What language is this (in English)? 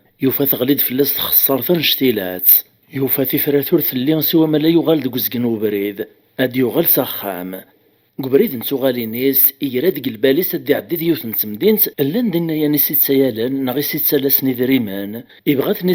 Kabyle